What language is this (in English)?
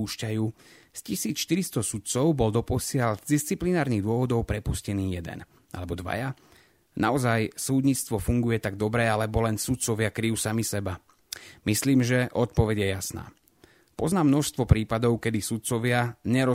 Slovak